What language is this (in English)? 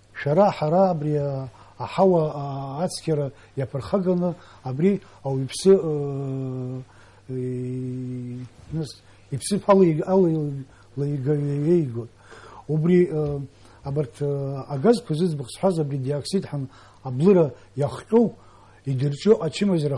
Abkhazian